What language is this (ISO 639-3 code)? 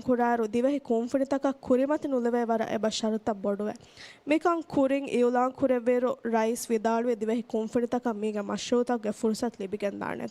div